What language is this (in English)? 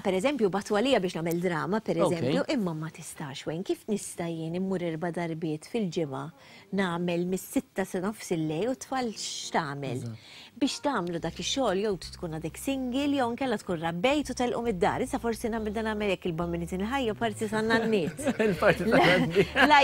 Maltese